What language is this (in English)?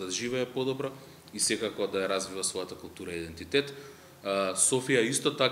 Macedonian